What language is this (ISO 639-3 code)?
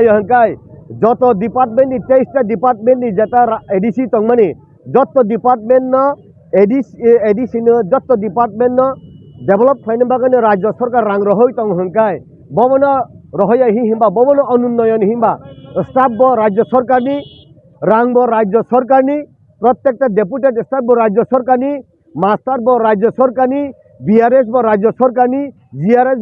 trp